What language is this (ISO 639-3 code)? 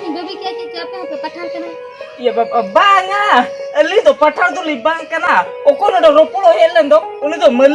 sat